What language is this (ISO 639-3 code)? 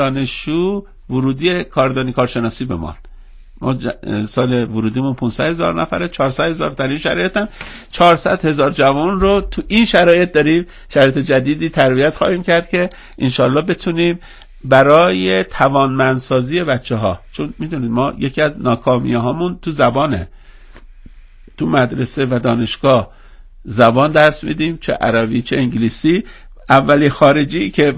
fas